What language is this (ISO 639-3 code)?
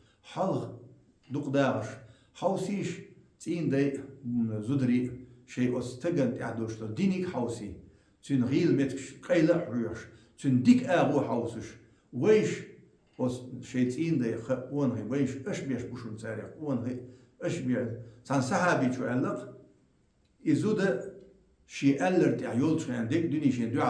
che